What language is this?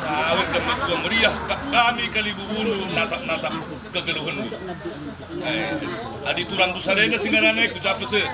Batak Karo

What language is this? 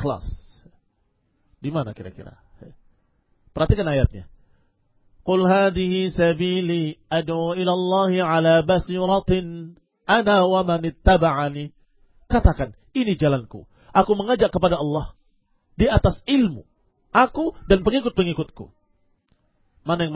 Indonesian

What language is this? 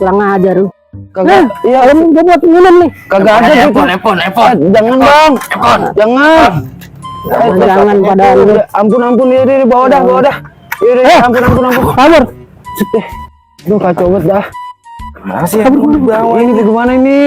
Betawi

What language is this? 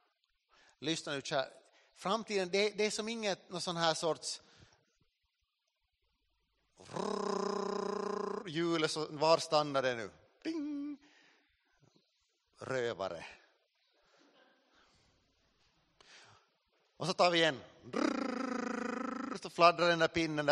Swedish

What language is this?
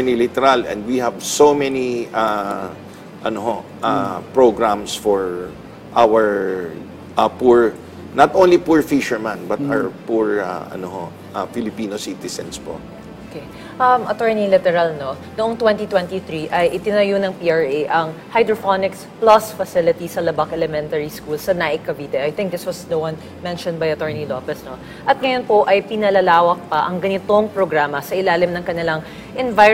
Filipino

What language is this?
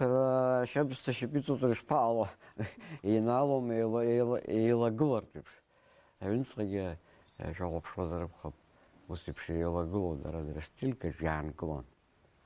Abkhazian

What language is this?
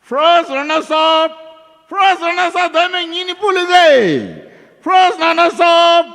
Poumei Naga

